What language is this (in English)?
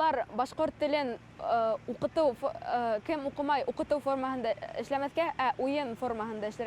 Bashkir